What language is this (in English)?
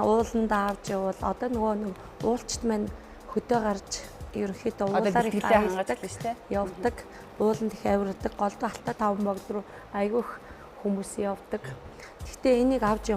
Mongolian